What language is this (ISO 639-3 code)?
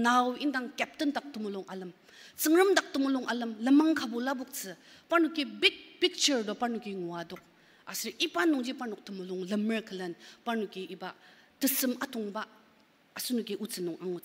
njo